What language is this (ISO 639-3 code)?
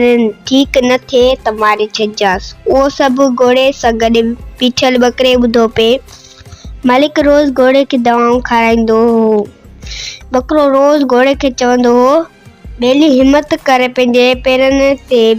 snd